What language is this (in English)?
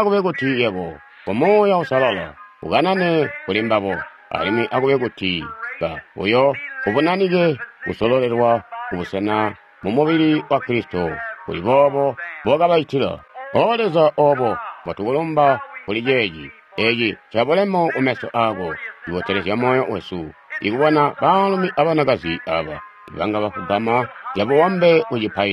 Tonga (Zambia)